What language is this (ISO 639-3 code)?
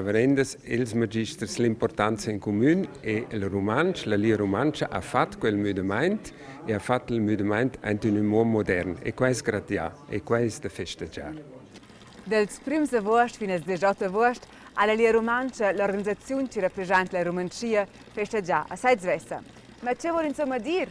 roh